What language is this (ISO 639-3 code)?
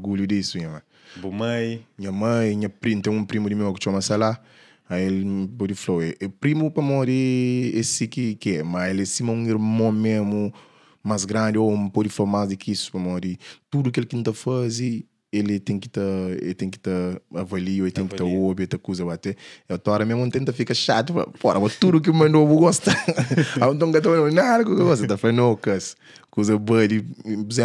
kea